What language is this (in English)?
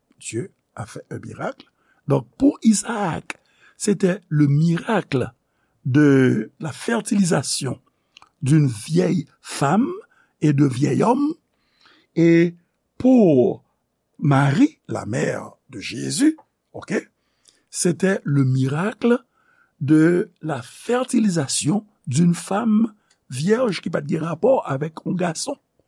Haitian Creole